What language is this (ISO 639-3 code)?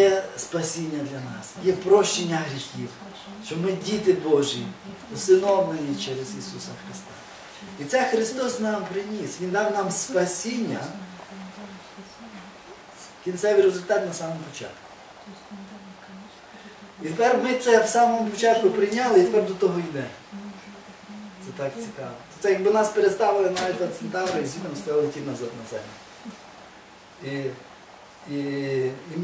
ukr